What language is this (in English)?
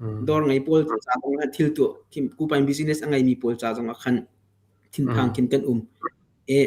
Hakha Chin